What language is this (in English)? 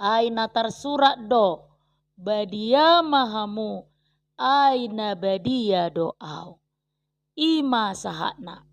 Batak Toba